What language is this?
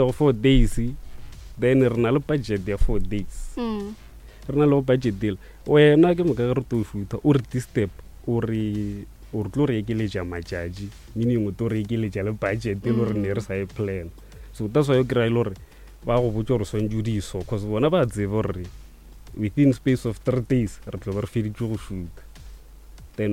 Northern Sotho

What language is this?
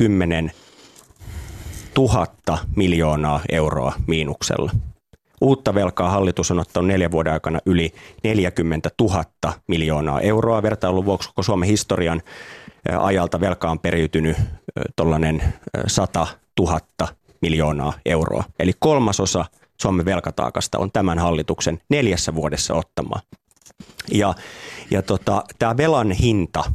Finnish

